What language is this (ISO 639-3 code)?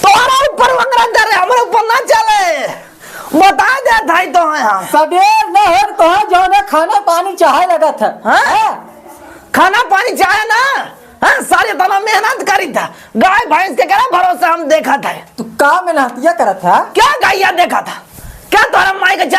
awa